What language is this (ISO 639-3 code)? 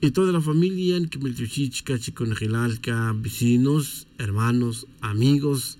tzj